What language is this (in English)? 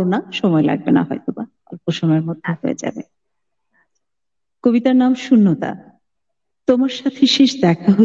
Bangla